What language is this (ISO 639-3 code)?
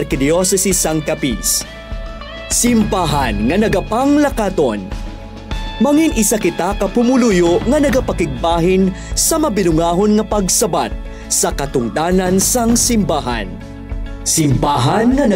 hil